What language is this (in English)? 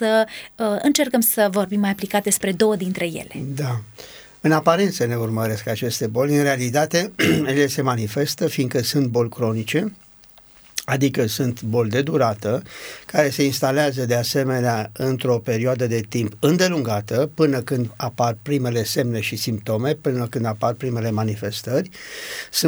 Romanian